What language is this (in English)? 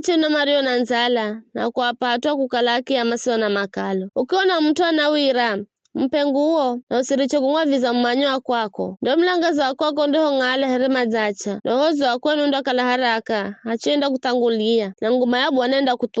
Giryama